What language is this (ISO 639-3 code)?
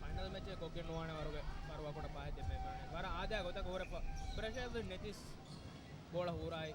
div